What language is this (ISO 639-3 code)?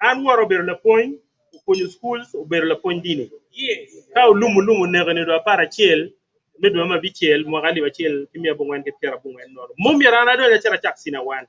ach